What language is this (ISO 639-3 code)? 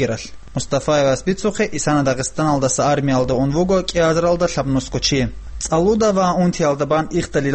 ava